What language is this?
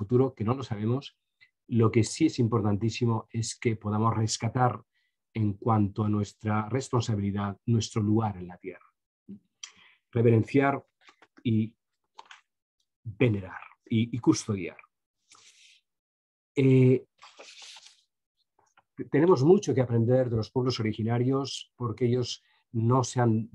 Spanish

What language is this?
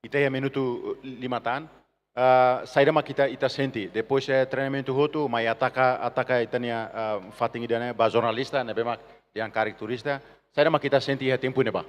Tetum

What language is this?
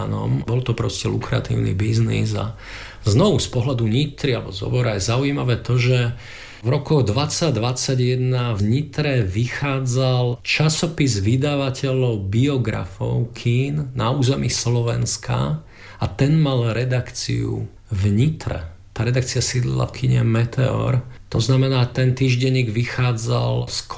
Slovak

